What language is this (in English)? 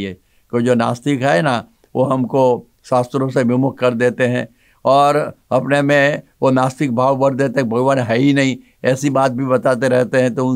Hindi